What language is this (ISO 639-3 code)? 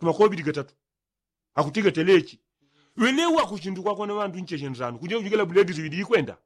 yao